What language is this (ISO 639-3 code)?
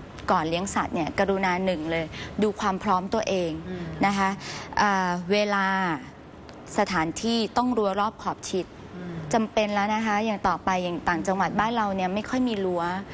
tha